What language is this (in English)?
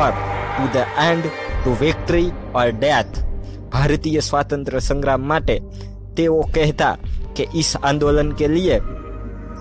Gujarati